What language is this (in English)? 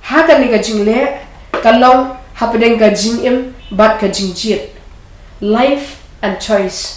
Khasi